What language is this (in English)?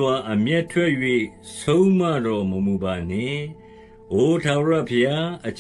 Burmese